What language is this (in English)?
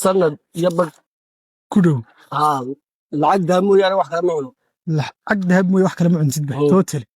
Somali